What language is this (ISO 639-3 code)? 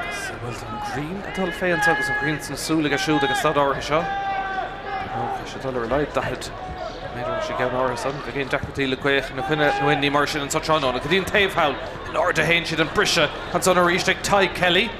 gle